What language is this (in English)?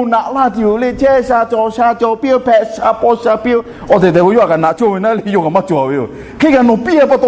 Lahu